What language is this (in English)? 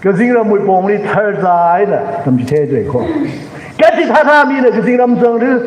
Tangkhul Naga (India)